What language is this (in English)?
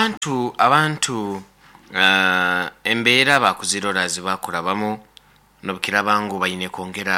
Nyoro